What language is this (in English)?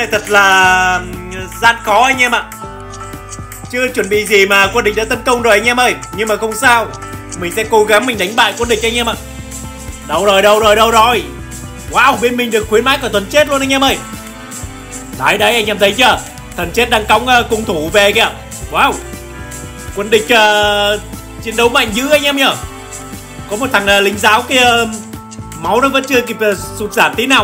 Vietnamese